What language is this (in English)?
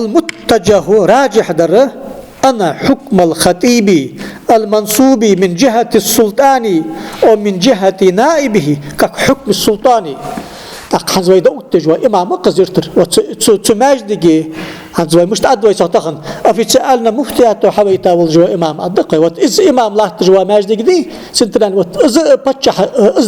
Ingush